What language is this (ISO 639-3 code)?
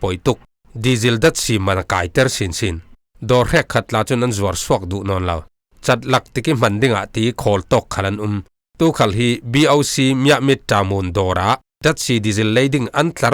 cfm